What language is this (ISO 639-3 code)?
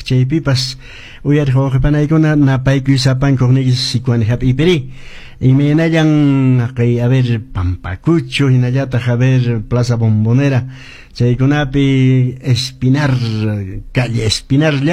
que